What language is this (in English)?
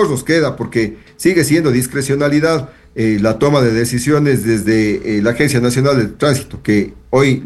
Spanish